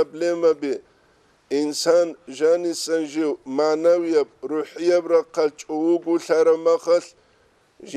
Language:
Avaric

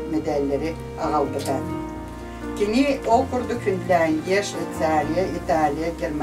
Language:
Yakut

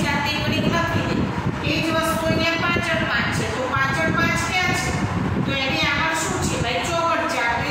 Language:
Gujarati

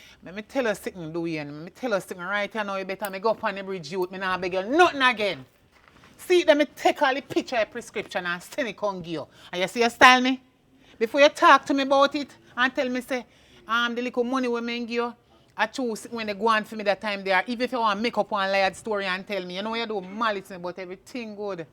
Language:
Jamaican Creole English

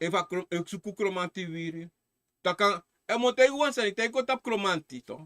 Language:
Sranan Tongo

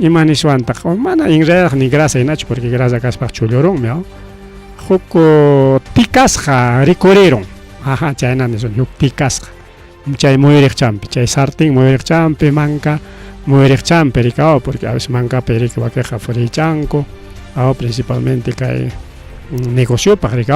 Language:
Ayacucho Quechua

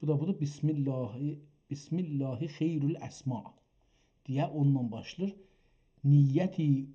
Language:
South Azerbaijani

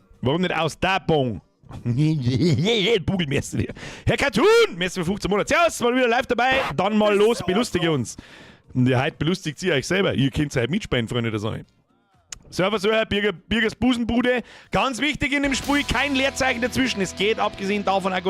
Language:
Bavarian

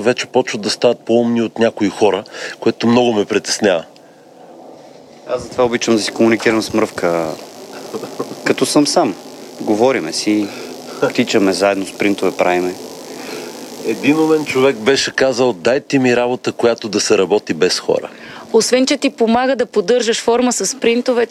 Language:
Bulgarian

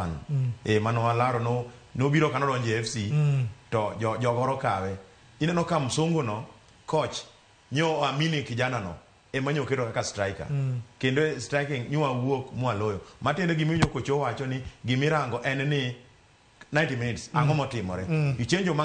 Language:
Luo (Kenya and Tanzania)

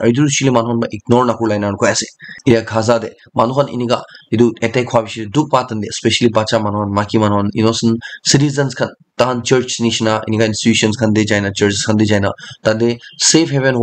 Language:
Naga Pidgin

